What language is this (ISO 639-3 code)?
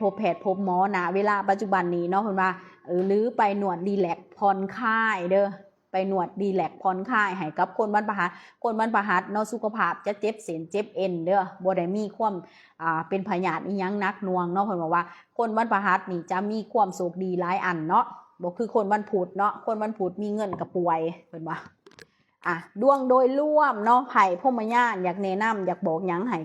lao